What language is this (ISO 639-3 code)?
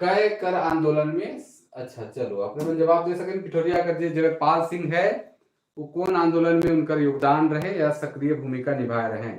sck